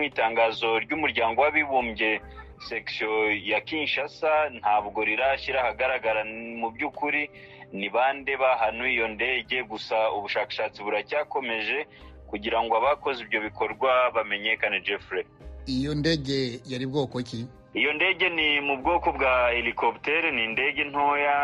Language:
Kinyarwanda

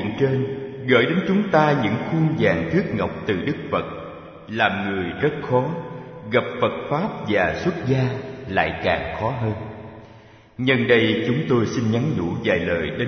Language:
Vietnamese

